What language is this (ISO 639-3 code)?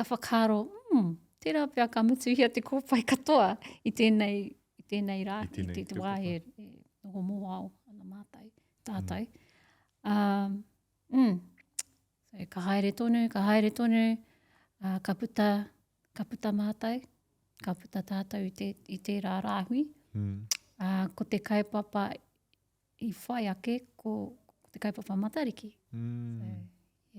mri